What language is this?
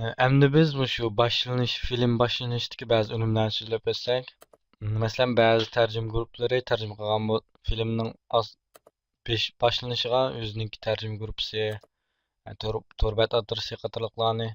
Uyghur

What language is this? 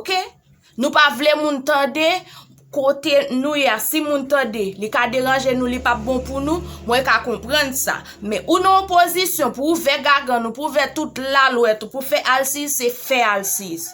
Haitian Creole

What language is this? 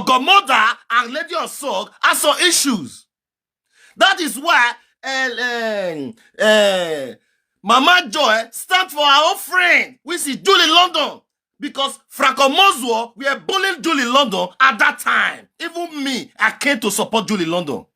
Nigerian Pidgin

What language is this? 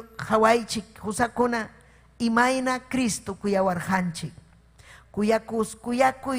Ayacucho Quechua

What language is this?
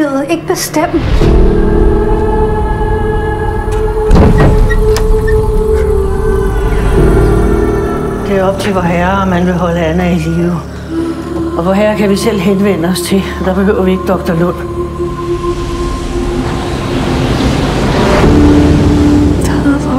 Danish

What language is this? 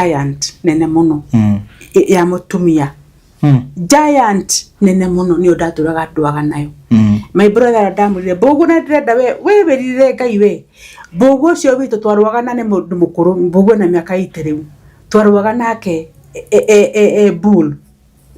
Kikuyu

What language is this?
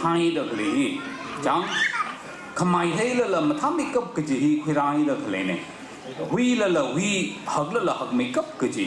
Tangkhul Naga (India)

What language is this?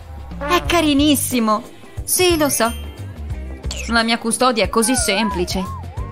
Italian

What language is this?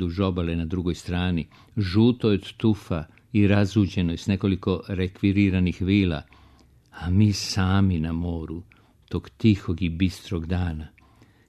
Serbian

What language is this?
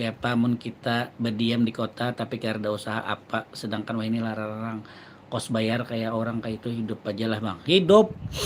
Banjar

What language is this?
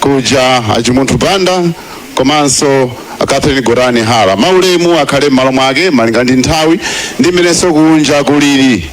Nyanja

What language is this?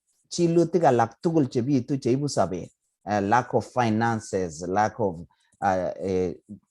Kalenjin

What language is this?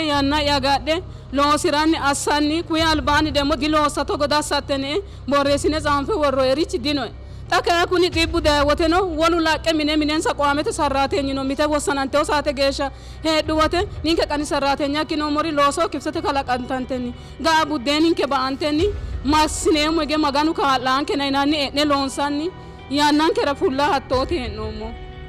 Sidamo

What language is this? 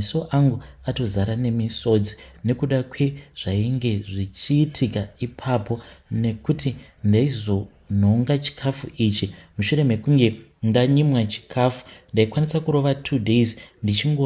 Shona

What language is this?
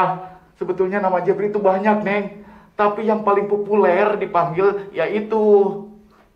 Indonesian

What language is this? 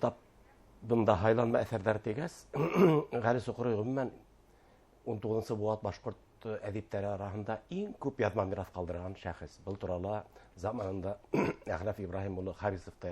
Bashkir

